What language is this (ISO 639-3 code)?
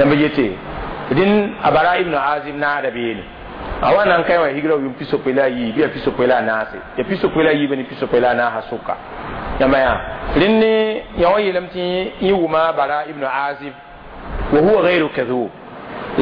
mos